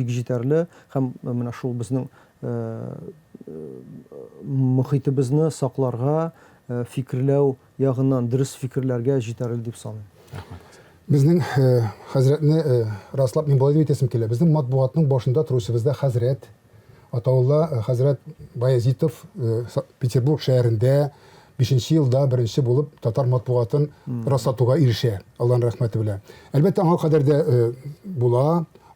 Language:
Tatar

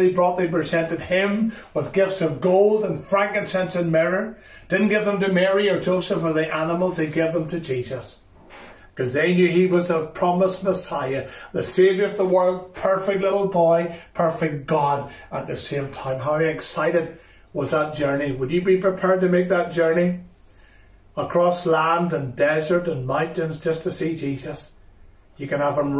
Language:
English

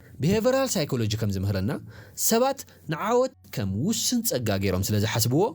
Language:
Tigrinya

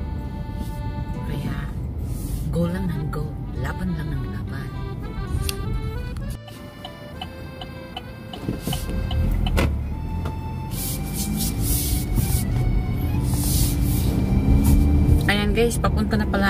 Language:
Filipino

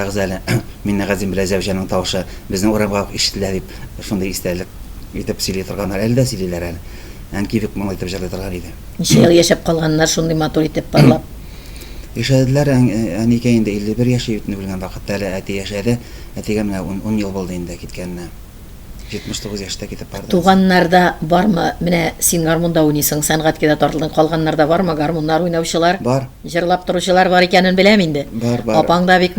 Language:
Tatar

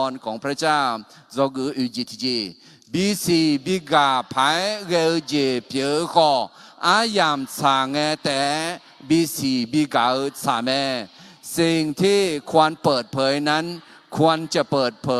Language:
Akha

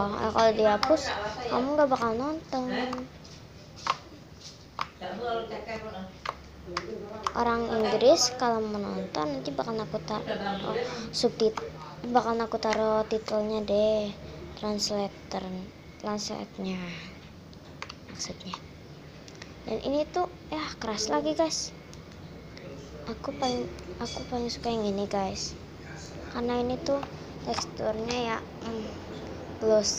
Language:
Indonesian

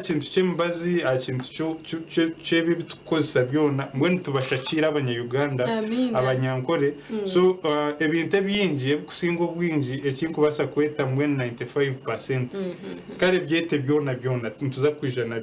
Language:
Nyankole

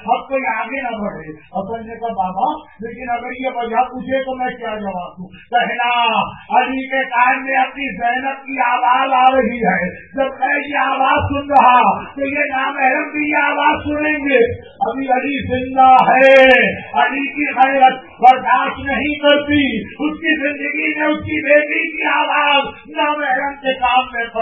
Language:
Urdu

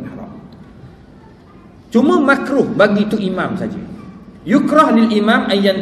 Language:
Malay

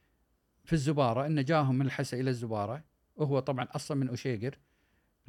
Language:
Gulf Arabic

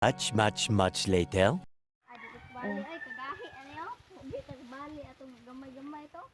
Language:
Cebuano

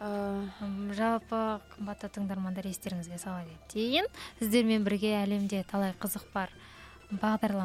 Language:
Kazakh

